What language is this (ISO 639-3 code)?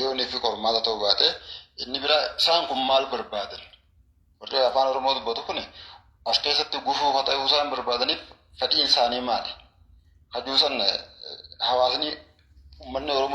orm